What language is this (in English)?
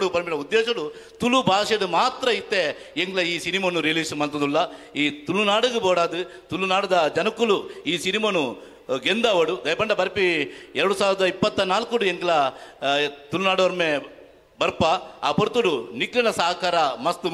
Tulu